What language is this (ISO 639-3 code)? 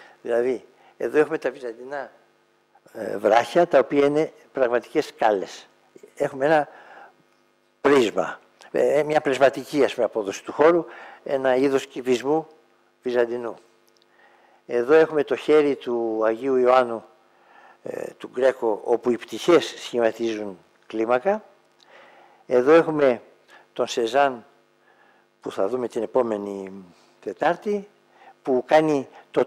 ell